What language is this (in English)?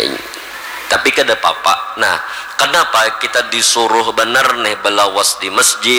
Banjar